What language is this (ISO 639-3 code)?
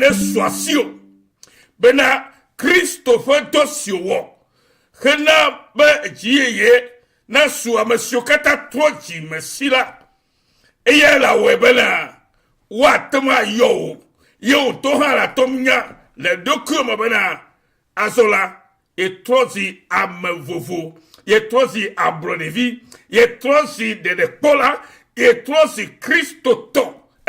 ewe